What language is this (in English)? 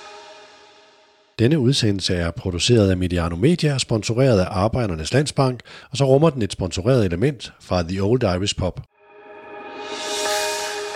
Danish